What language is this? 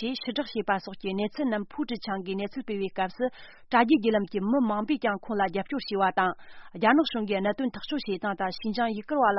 Tibetan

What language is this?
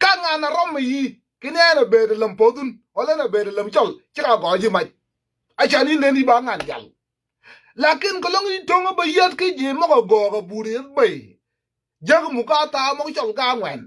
Nuer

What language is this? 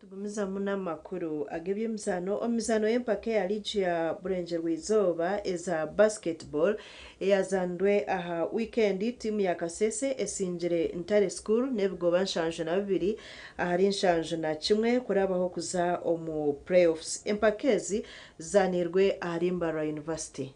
Nyankole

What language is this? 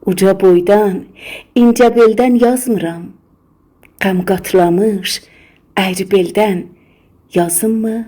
South Azerbaijani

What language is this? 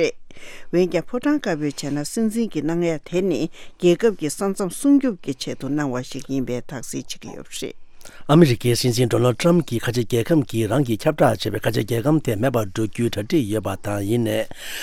Tibetan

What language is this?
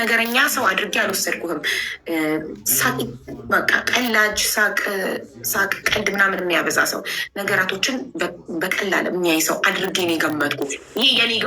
Amharic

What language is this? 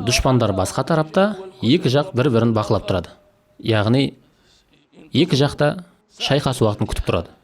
Kazakh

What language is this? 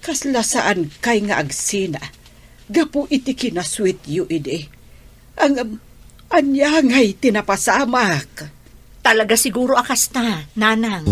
Iloko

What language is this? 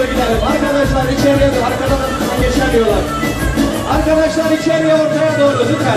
Turkish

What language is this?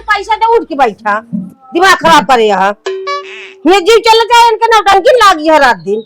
Awadhi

